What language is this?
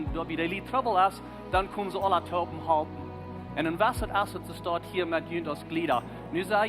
Plautdietsch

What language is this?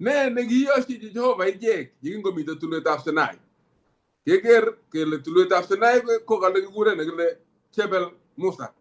Kalenjin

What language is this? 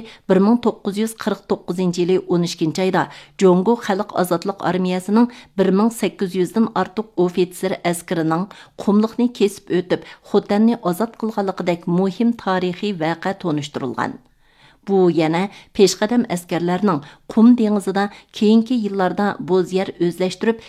Uyghur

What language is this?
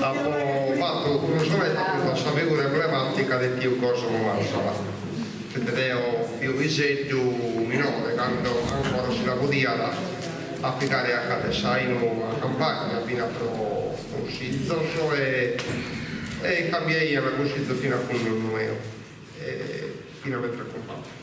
Sardinian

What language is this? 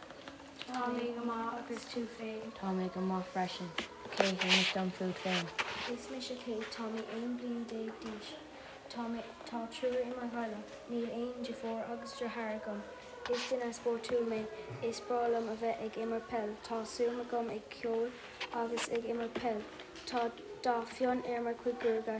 Irish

